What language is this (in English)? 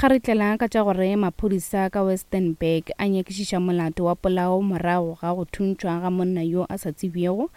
Northern Sotho